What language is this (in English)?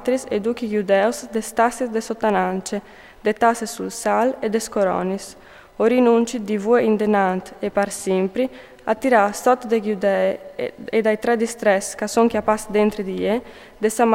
Friulian